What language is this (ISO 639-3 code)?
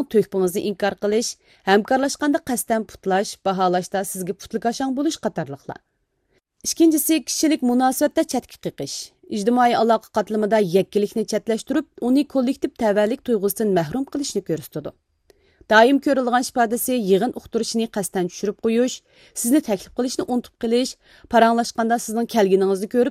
uig